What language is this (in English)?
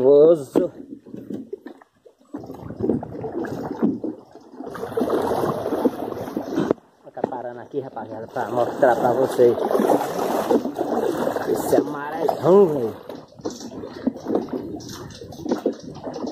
Portuguese